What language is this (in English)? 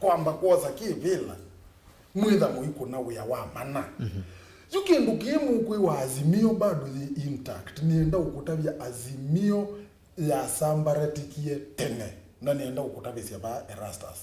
Kamba